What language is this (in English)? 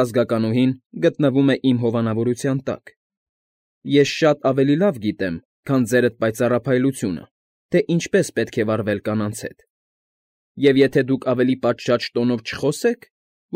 Armenian